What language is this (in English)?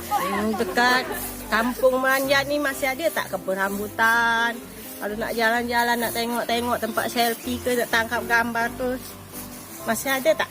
Musi